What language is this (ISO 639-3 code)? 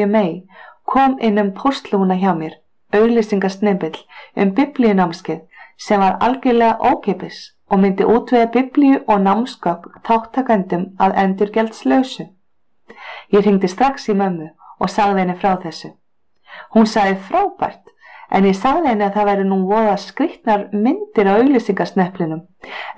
isl